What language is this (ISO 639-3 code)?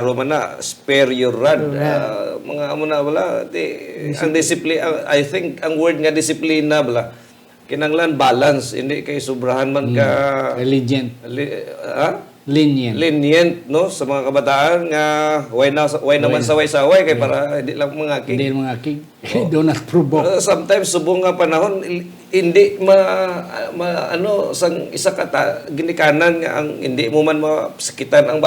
hil